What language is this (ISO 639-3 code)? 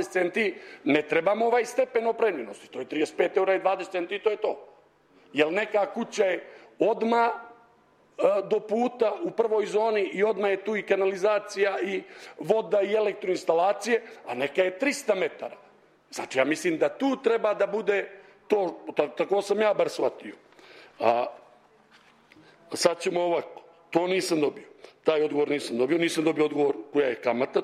srp